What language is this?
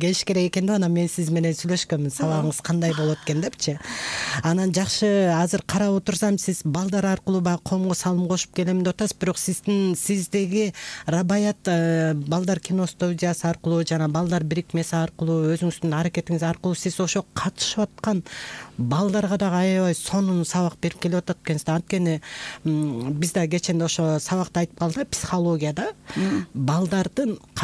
Kyrgyz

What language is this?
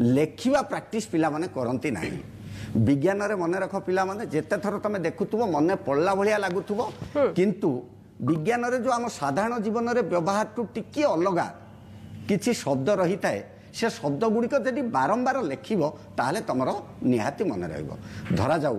Odia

